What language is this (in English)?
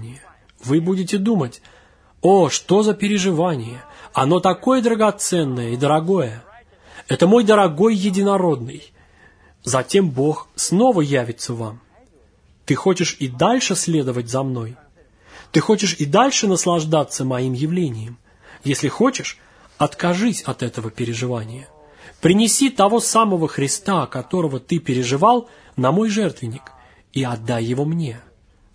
Russian